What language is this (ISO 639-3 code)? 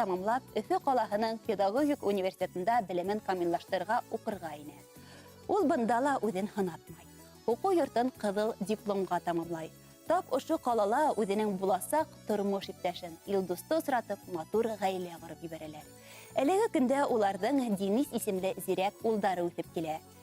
bak